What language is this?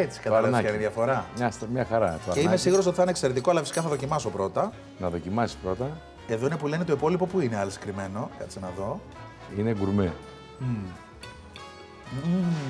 Greek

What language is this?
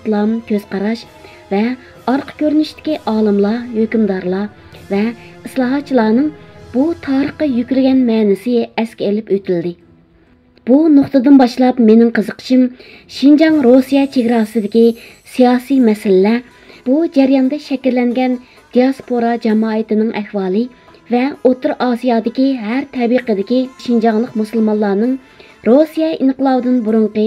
Uyghur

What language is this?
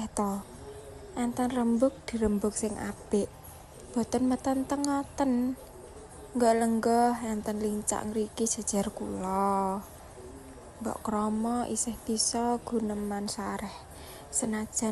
Javanese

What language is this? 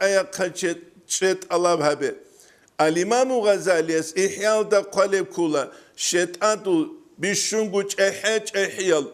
Avaric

